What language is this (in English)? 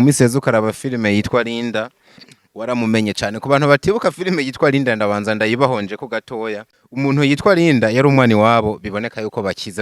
Rundi